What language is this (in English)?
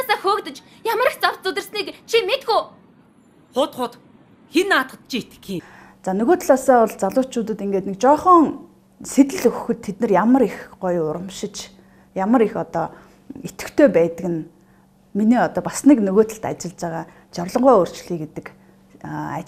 Mongolian